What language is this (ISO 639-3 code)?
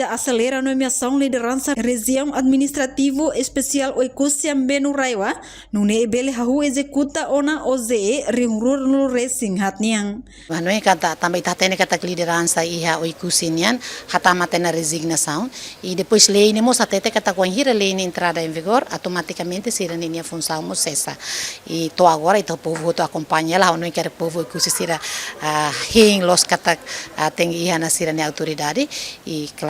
tet